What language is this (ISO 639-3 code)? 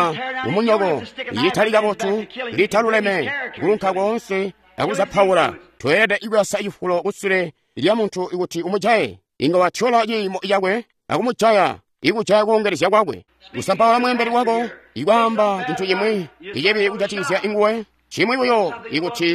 toi